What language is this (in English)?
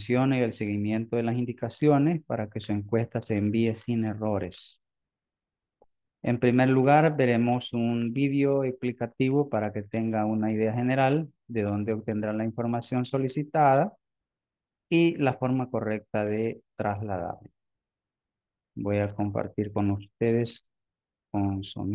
Spanish